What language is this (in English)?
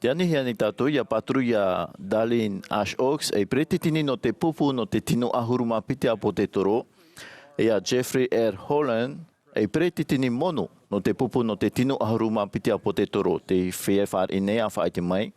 Tahitian